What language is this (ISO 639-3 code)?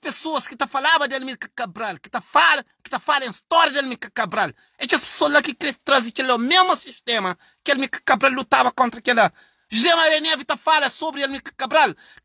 kea